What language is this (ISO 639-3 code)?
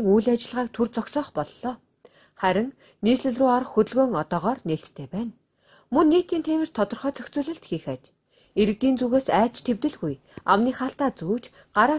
mon